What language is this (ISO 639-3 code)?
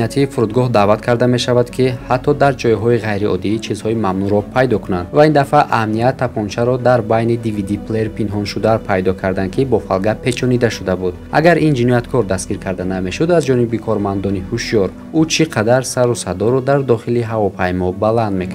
tgk